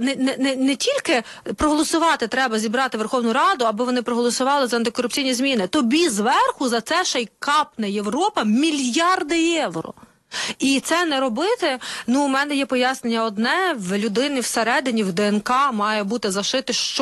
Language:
Ukrainian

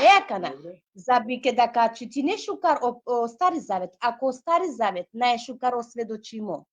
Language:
Balkan Romani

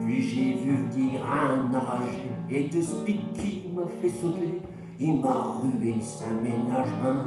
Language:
Picard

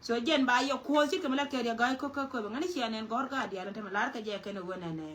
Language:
Nuer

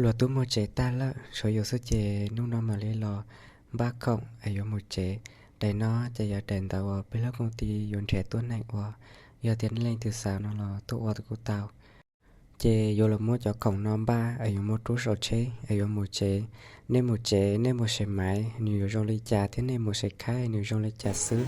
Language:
Hmong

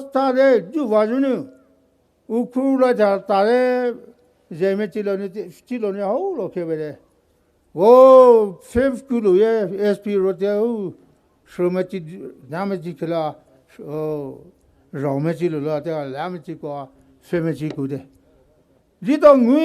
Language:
Poumei Naga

